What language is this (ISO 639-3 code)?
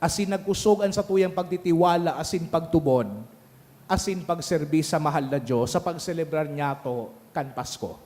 bik